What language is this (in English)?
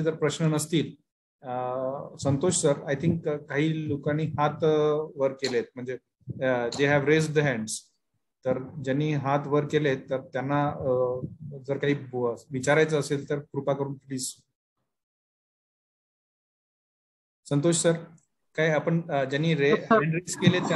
Marathi